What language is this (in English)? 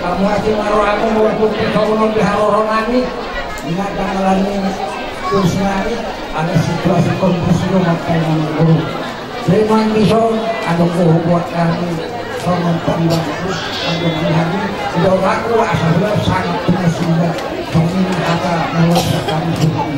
Batak Toba